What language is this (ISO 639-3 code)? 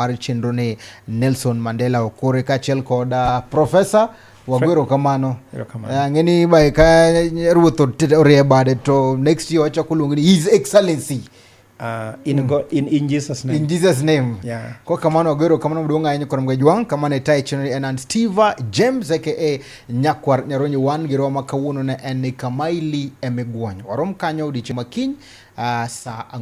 luo